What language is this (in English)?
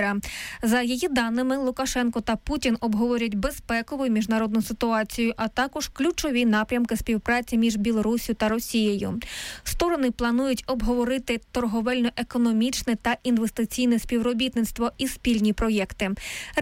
Ukrainian